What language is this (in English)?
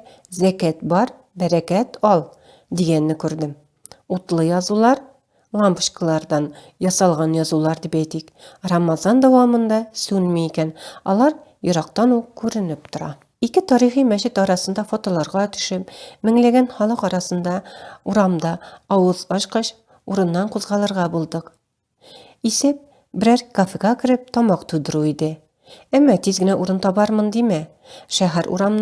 Tatar